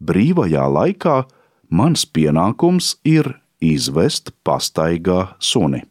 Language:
Latvian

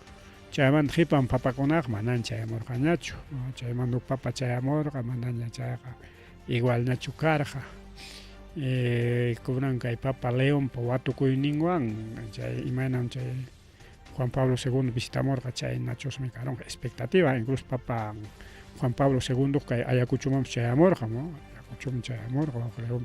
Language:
Ayacucho Quechua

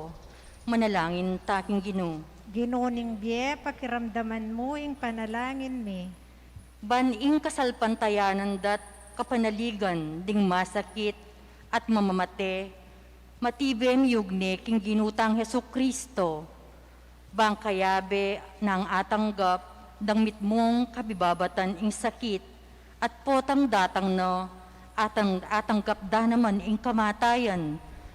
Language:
Pampanga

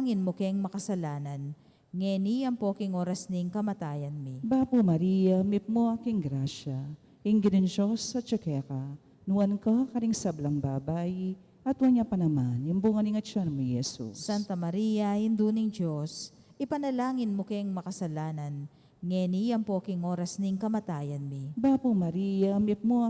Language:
Pampanga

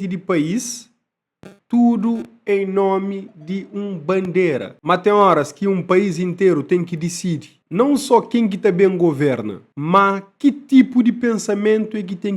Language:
Kabuverdianu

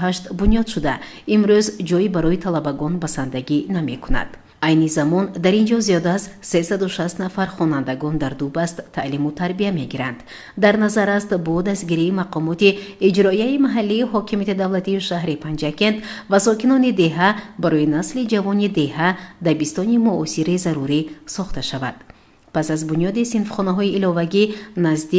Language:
Tajik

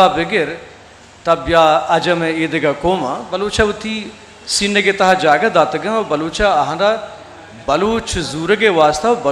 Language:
Eastern Balochi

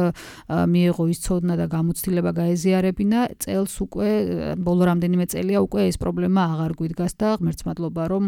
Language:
Georgian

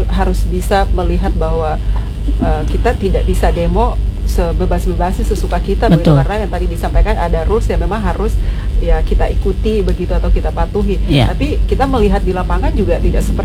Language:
Indonesian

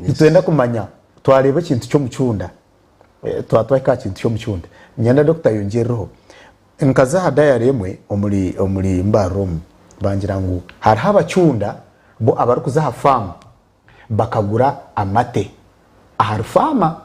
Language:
Nyankole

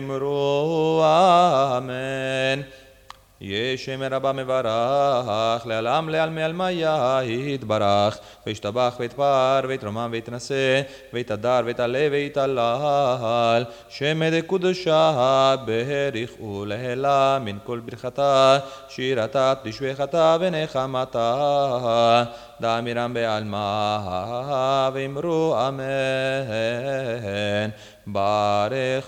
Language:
Hebrew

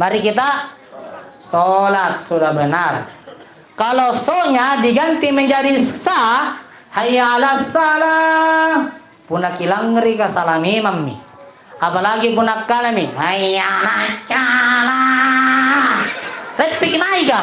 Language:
Makasar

